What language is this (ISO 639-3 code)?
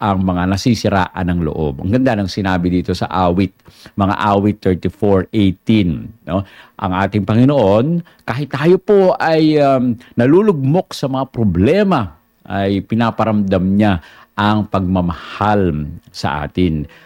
fil